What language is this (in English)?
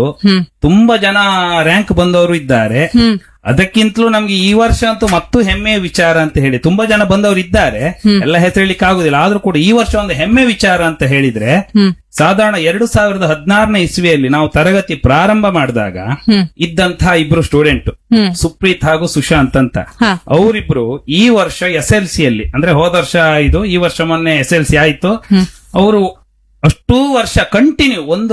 Kannada